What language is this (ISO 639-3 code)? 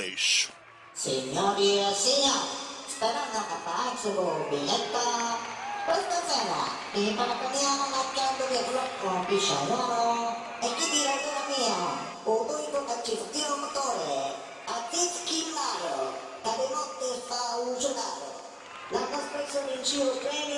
scn